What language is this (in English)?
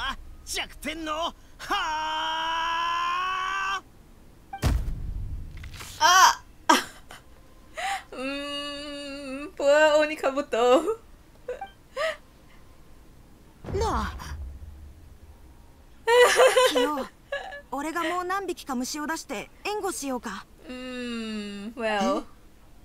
Japanese